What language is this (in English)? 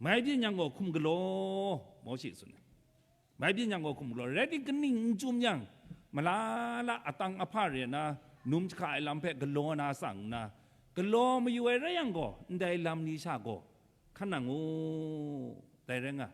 Kachin